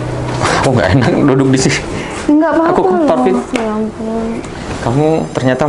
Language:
Indonesian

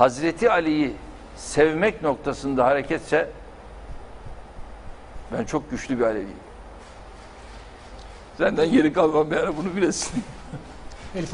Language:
Turkish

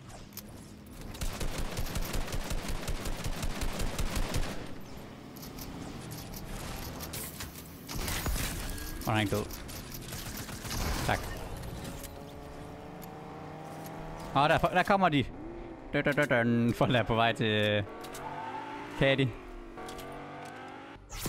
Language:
Danish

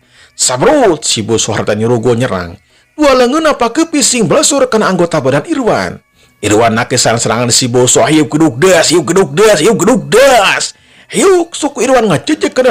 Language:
Sundanese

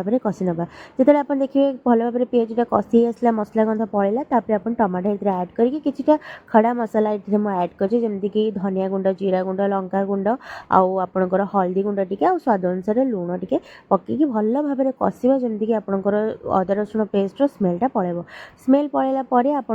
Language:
Odia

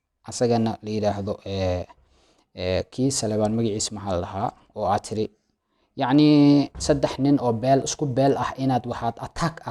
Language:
Somali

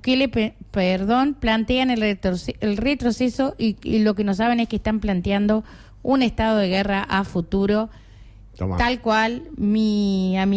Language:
Spanish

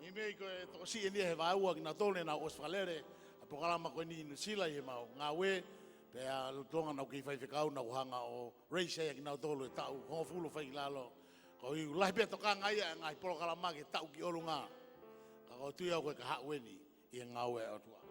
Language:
Tongan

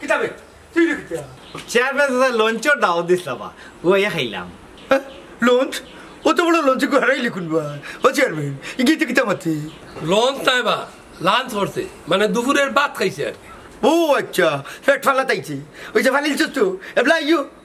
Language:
Sylheti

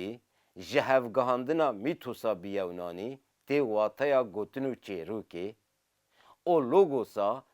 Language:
Kurdish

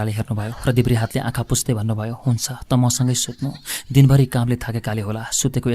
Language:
Nepali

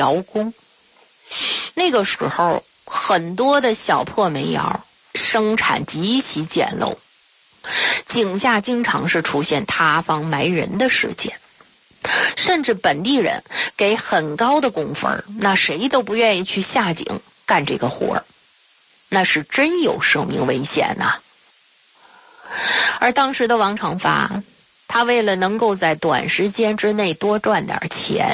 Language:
Chinese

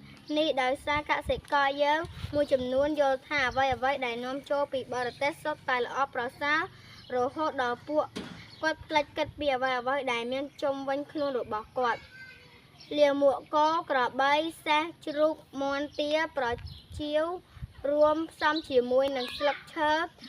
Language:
Khmer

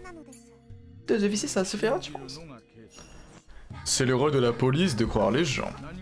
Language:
French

